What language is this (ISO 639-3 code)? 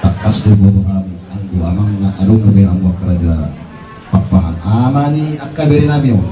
bbc